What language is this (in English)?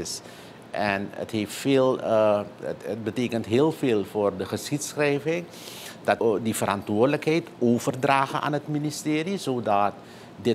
Dutch